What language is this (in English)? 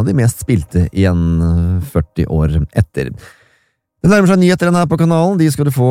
Norwegian